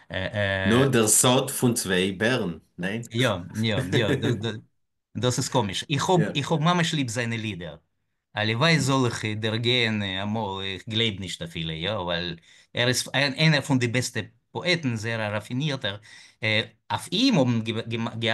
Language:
Yiddish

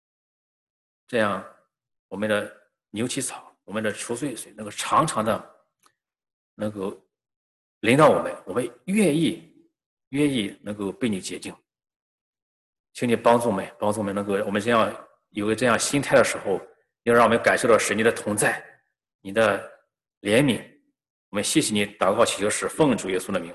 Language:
Chinese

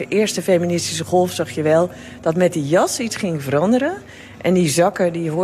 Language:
Dutch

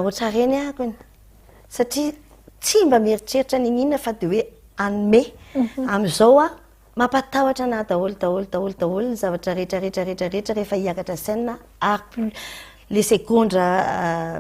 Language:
Malagasy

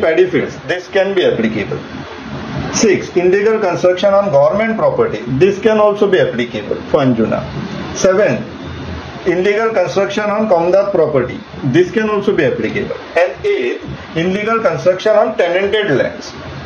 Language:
Konkani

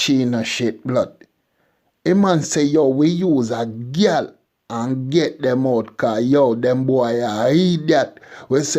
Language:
Jamaican Creole English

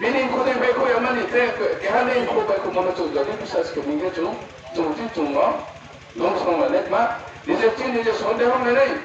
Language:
Riang (India)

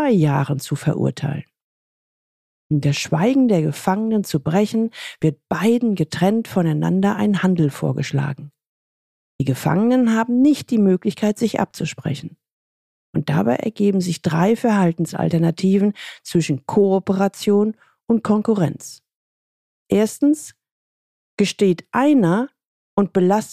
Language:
German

